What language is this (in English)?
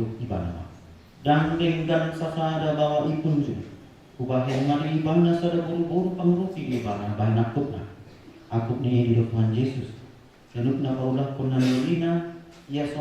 Batak Toba